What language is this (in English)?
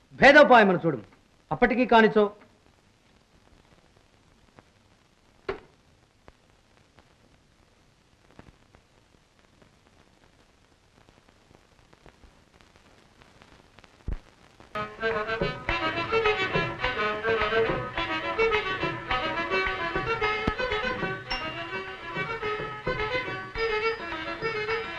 Telugu